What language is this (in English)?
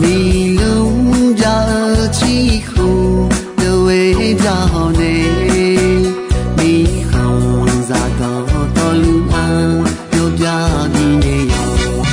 Akha